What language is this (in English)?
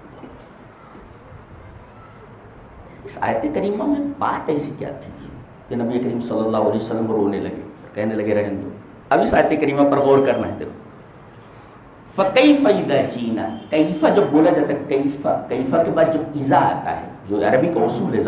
Urdu